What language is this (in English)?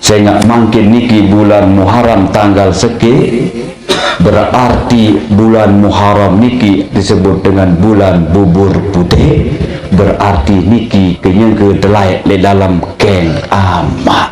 Sasak